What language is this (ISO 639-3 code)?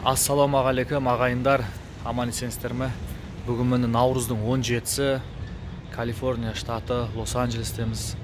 kaz